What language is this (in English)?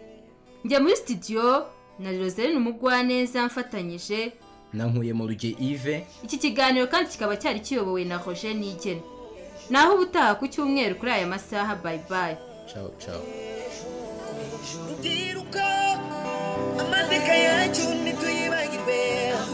Kinyarwanda